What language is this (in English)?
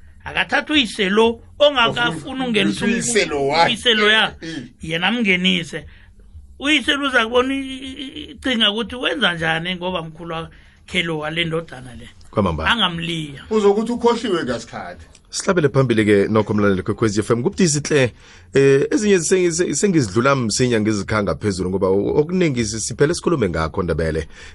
South Ndebele